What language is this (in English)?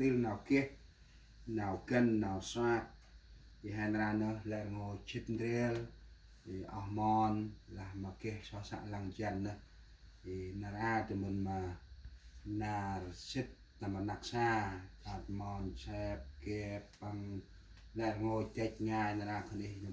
Central Mnong